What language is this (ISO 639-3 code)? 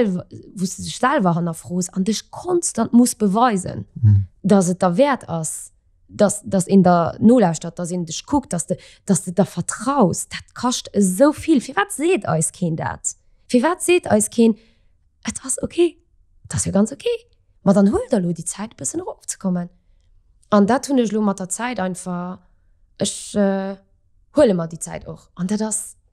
ltz